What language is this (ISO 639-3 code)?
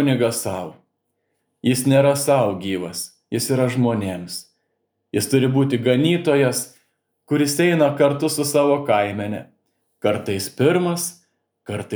lit